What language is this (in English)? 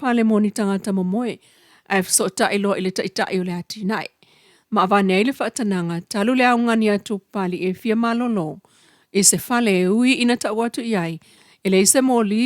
Samoan